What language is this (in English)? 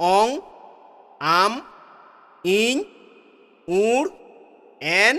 Santali